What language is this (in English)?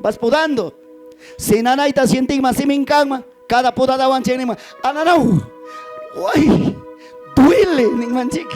Ayacucho Quechua